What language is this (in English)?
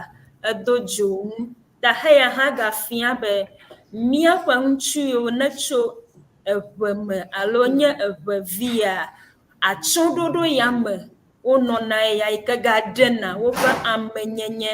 Ewe